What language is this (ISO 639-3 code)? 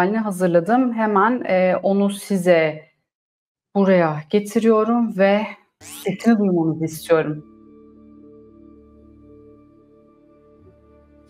tur